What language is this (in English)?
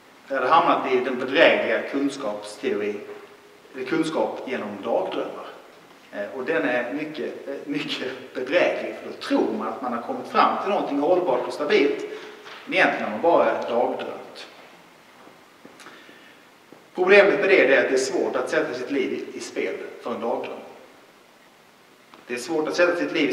Swedish